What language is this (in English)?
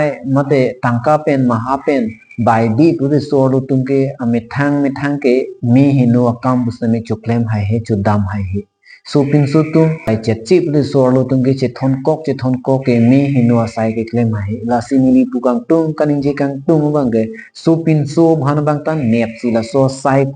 Karbi